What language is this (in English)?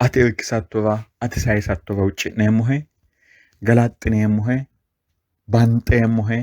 Sidamo